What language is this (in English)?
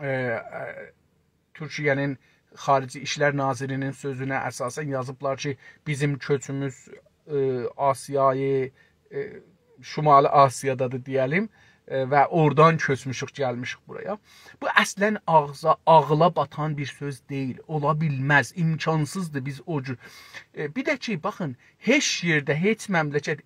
South Azerbaijani